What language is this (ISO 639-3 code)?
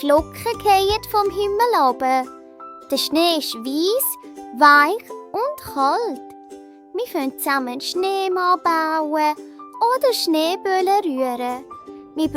gsw